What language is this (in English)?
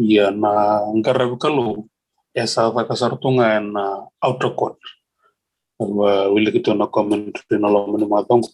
Fijian